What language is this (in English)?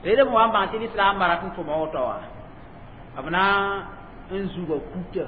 Mossi